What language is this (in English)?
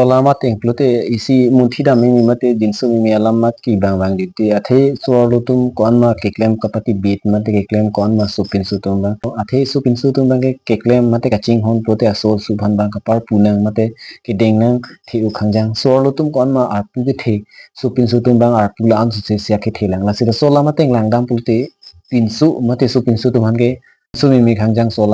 Karbi